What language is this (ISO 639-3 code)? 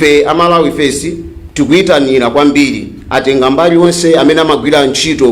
nya